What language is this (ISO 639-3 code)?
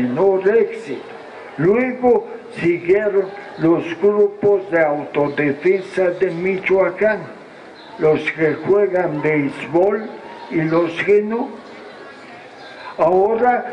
spa